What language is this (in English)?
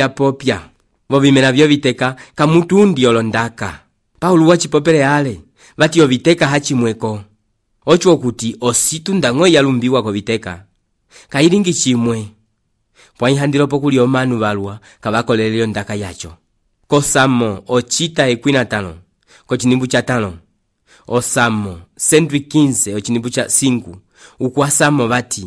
Umbundu